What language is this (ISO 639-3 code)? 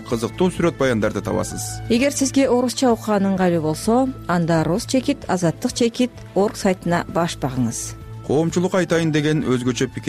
kir